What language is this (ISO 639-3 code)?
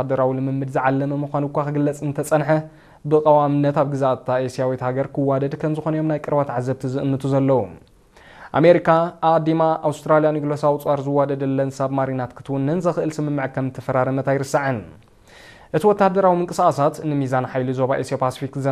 tir